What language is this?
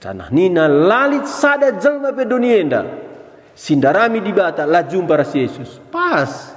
Batak Karo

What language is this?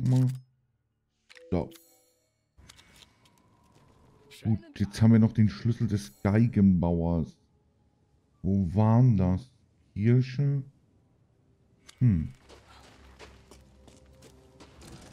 German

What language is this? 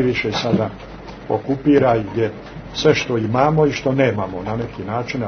Croatian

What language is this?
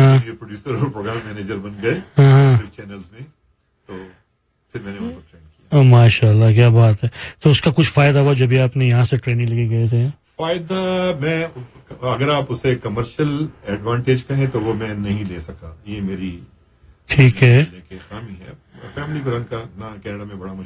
Urdu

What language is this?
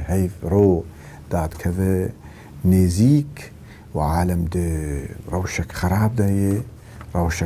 Kurdish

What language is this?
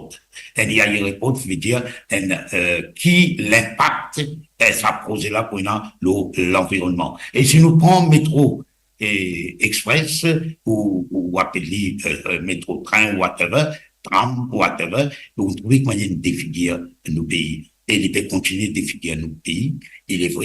Morisyen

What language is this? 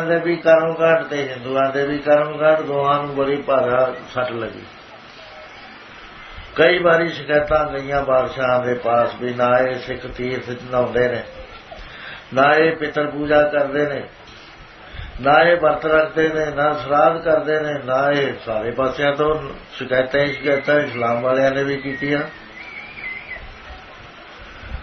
Punjabi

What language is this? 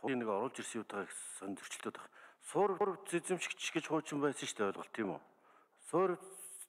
Mongolian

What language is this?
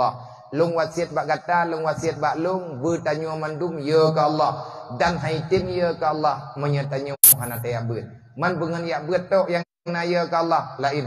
Achinese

